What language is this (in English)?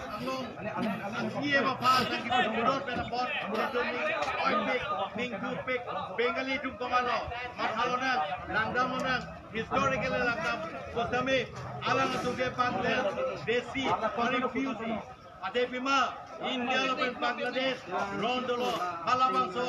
Karbi